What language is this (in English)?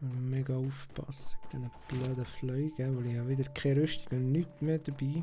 Swiss German